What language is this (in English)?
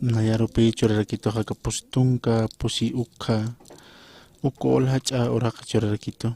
Aymara